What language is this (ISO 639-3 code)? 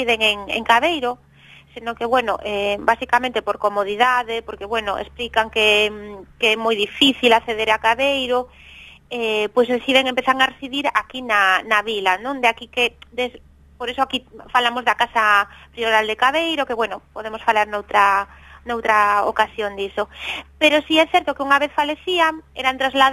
glg